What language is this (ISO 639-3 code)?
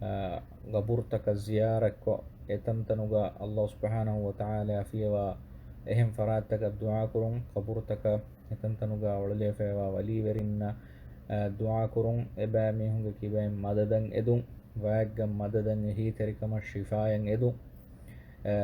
div